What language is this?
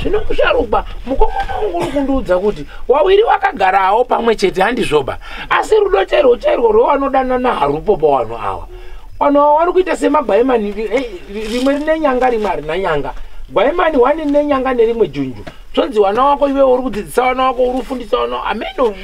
Shona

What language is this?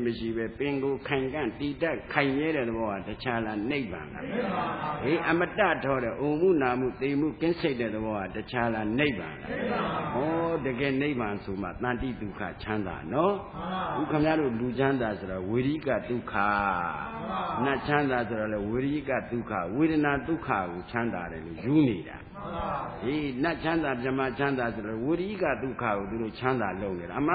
Burmese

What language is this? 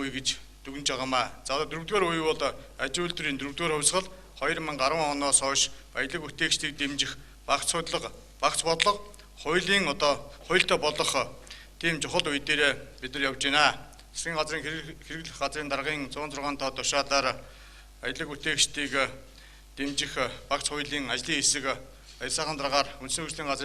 Mongolian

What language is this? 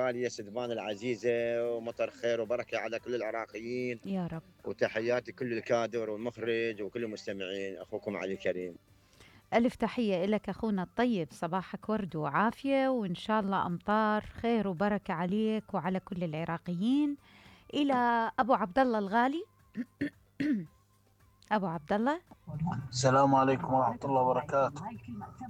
Mesopotamian Arabic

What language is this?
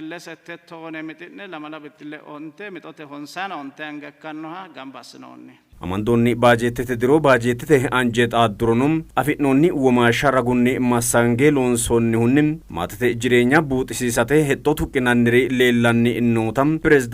Sidamo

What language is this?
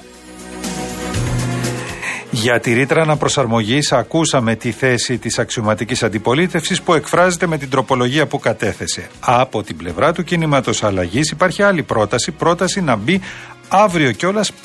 Greek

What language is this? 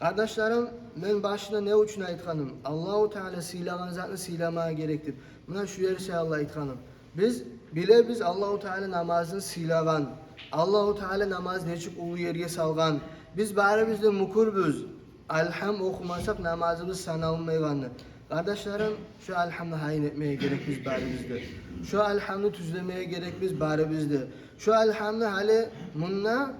Kumyk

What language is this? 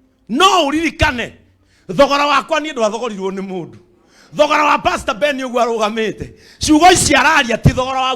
Kikuyu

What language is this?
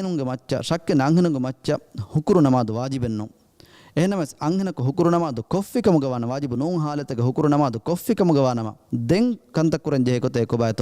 Divehi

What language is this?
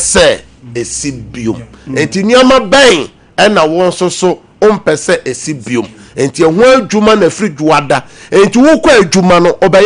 Akan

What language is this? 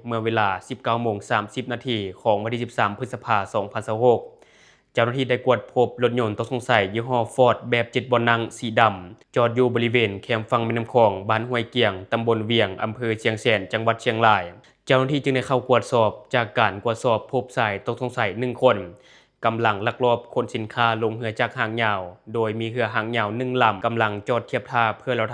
Lao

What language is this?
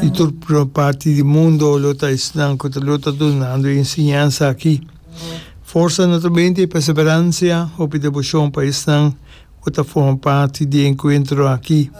Papiamento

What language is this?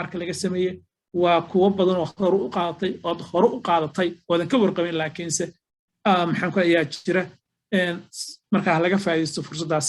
Somali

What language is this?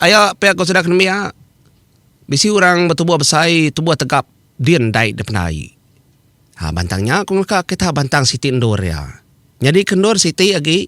Iban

